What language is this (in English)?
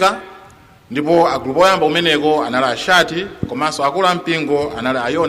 Nyanja